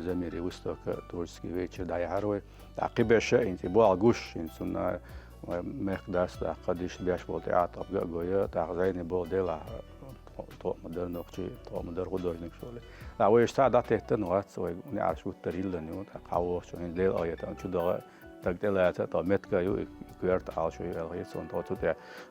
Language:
Chechen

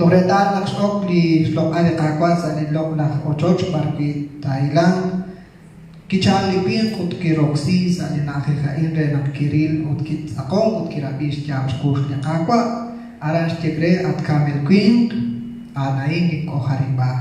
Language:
Kekchí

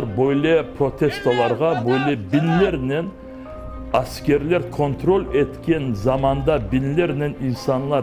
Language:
Crimean Tatar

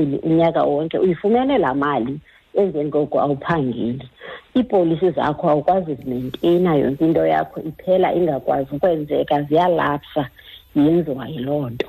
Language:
Xhosa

